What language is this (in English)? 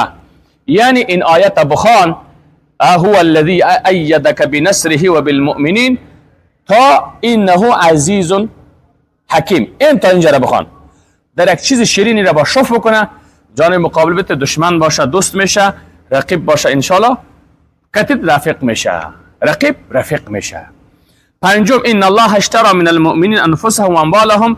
Persian